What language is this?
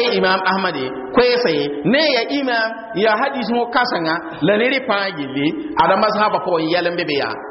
Mossi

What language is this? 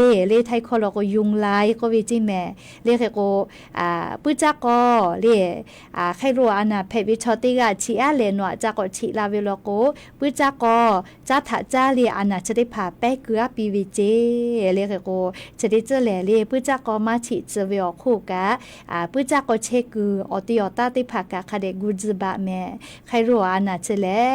Lahu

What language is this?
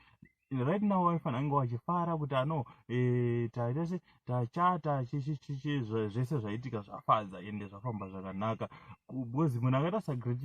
Shona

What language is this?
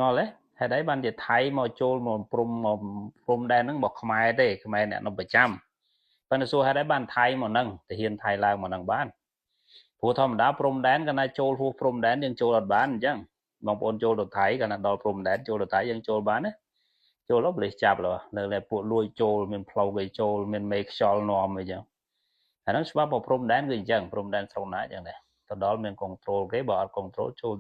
Khmer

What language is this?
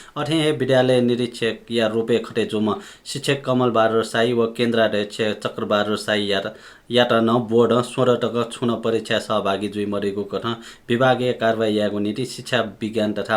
Newari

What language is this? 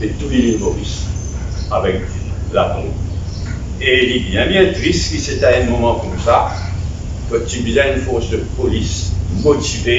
Morisyen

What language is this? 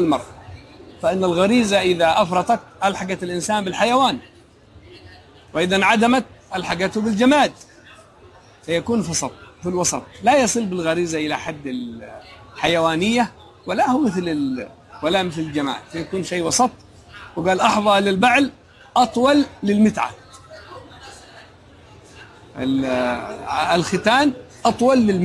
Arabic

